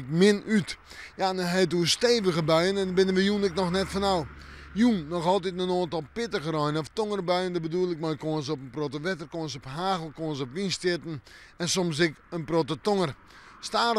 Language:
Western Frisian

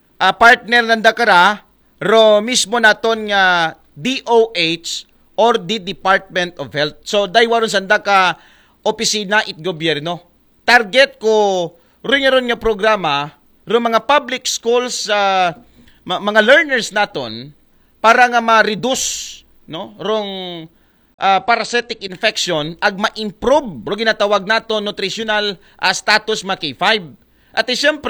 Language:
Aklanon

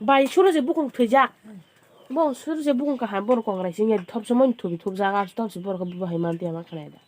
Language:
Kok Borok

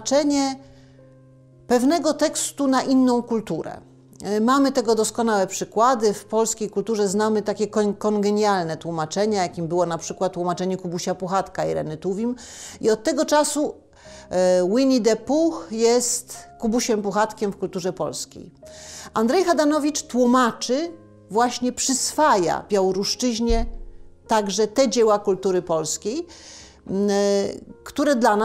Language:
Polish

